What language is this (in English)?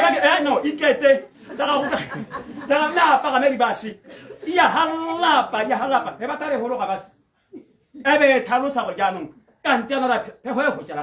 Tswana